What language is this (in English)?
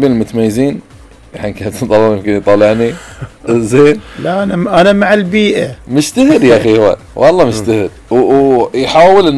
Gulf Arabic